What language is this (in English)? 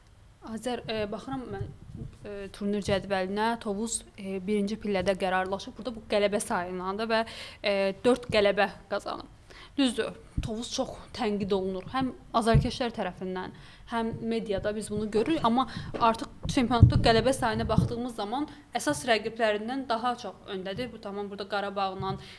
Azerbaijani